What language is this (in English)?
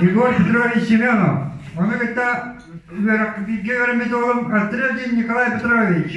Yakut